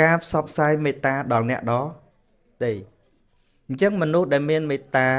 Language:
Khmer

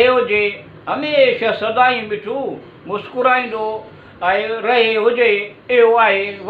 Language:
Sindhi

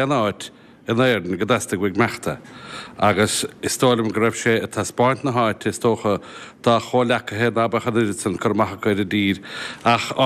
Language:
Irish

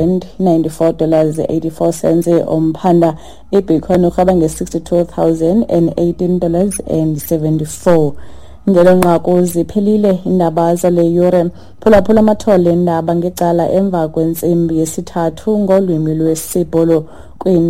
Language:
Xhosa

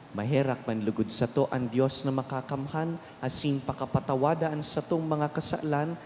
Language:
Bikol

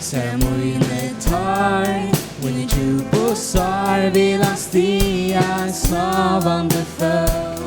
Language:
Faroese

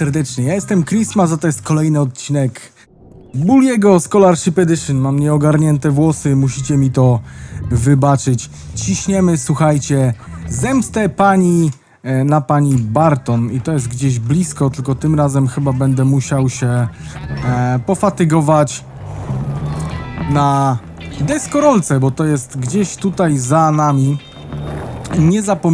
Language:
Polish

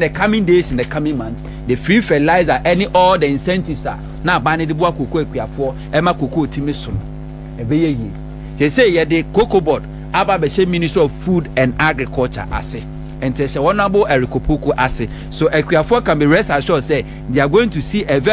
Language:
Akan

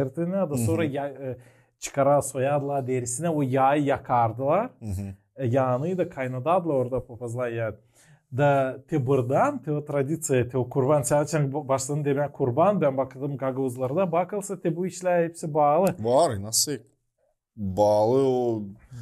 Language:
Gagauz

